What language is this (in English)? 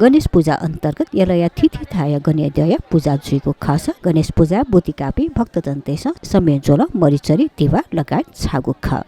Newari